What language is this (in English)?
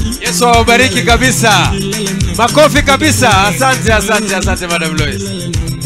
Gusii